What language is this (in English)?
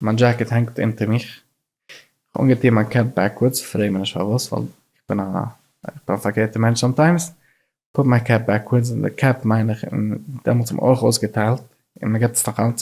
Yiddish